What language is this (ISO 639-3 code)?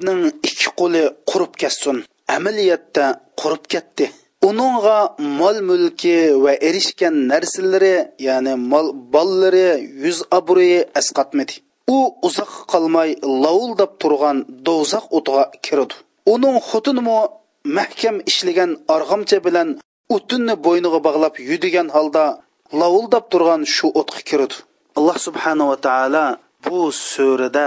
uig